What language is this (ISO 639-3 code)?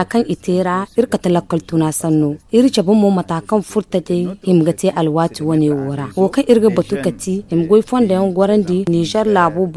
dje